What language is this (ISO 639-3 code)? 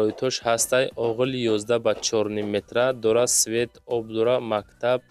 tgk